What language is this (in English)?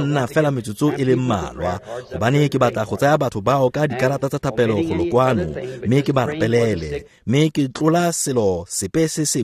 Tswana